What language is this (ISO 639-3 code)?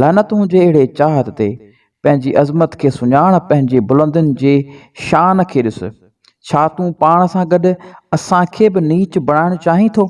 snd